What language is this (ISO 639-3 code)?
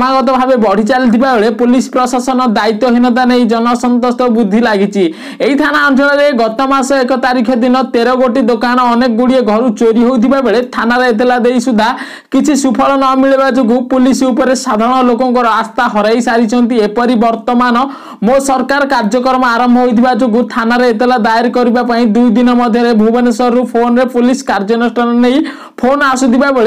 ori